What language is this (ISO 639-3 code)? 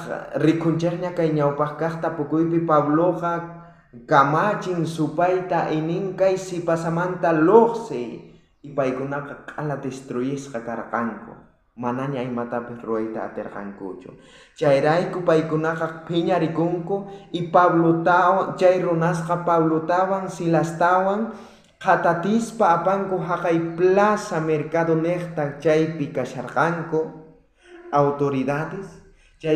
quh